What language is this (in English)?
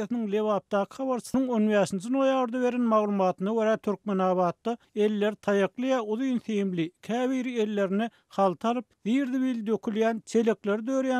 Turkmen